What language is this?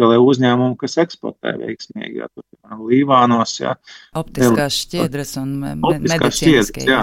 Latvian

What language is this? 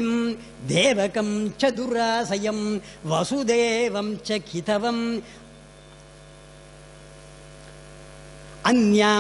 Tamil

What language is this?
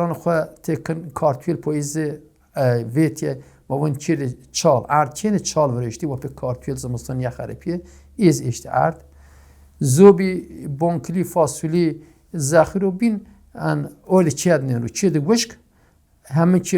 Zaza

